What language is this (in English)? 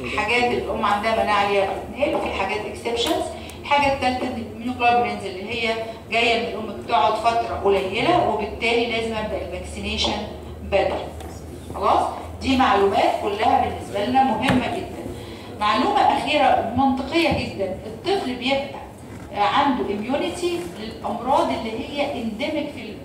Egyptian Arabic